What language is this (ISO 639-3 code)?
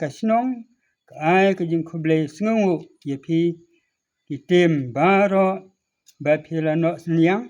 kha